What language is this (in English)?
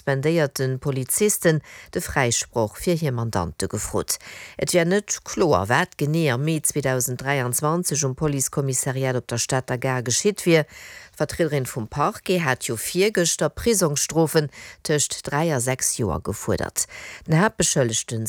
Luxembourgish